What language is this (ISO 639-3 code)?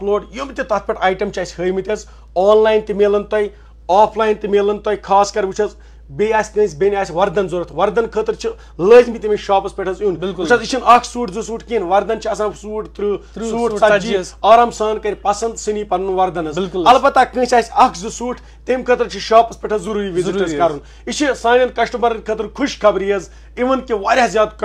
kas